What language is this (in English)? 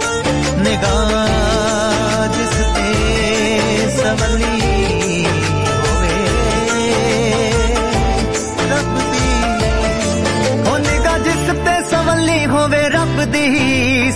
Punjabi